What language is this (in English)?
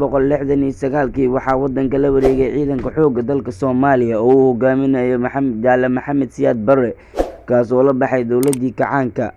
Somali